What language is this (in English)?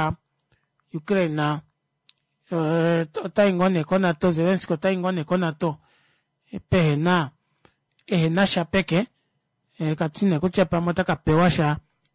Kuanyama